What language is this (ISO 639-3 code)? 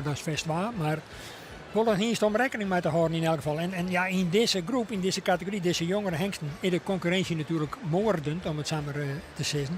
fry